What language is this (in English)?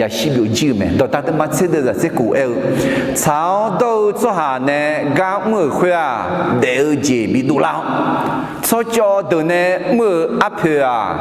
Akha